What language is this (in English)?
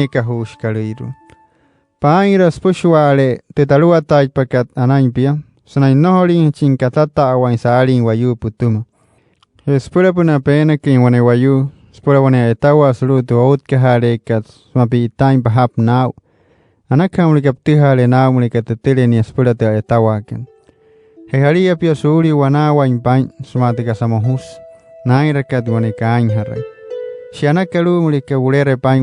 Wayuu